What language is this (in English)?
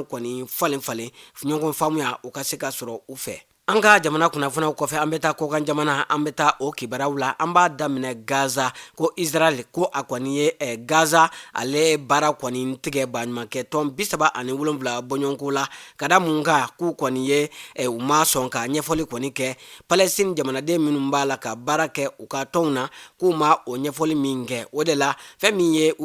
Bambara